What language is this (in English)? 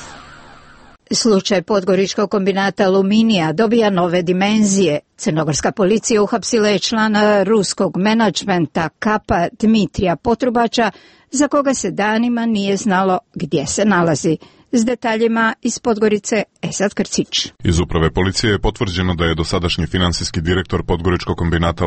Serbian